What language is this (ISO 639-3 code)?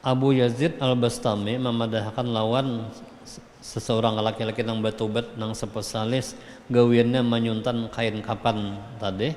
bjn